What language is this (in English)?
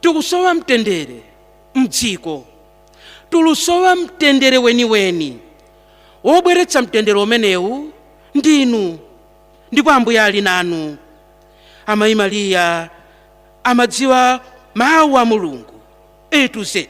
Nyanja